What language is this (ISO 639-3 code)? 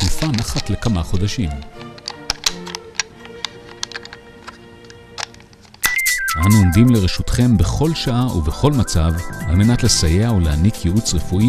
heb